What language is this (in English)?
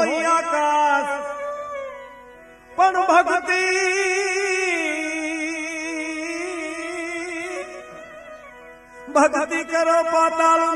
Gujarati